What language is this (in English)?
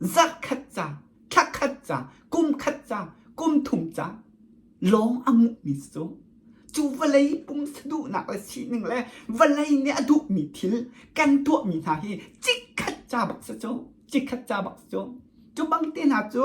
Hakha Chin